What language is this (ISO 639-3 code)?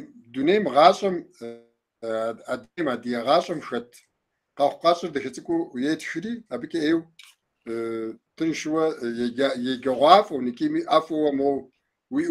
kbd